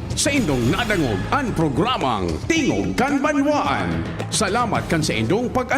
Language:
Bikol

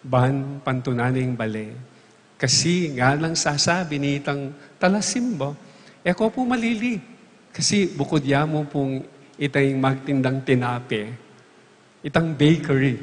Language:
Pampanga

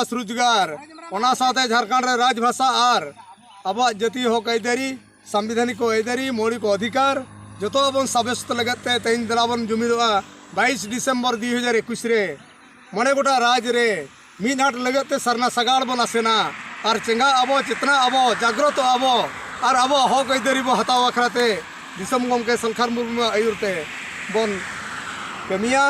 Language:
Santali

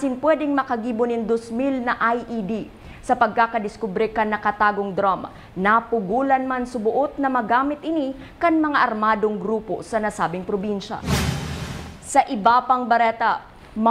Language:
Bikol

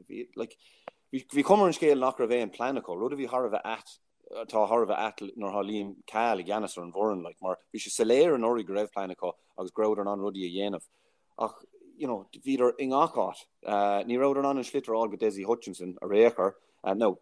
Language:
Irish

